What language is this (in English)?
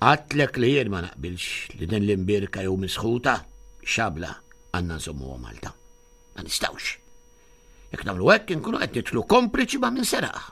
Maltese